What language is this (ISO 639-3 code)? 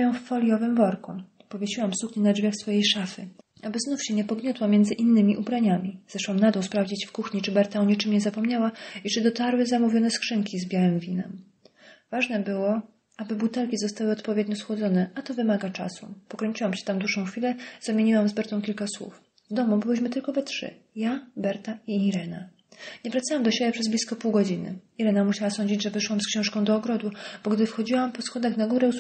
pol